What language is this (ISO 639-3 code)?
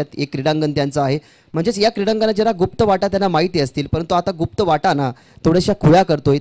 mar